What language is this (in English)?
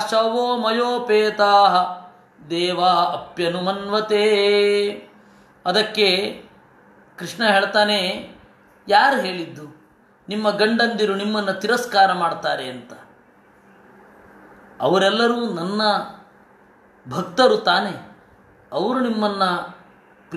Kannada